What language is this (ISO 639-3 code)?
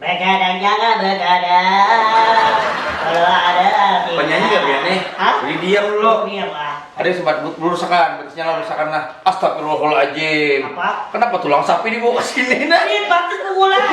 bjn